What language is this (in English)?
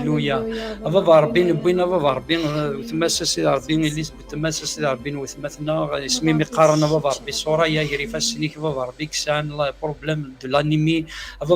Kabyle